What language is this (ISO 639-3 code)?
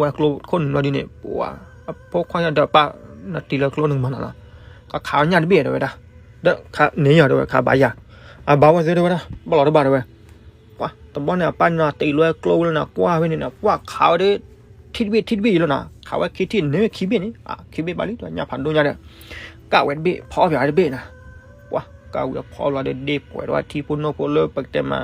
ksw